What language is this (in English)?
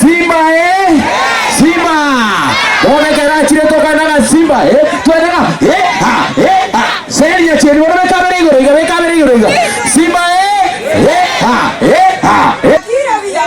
Gusii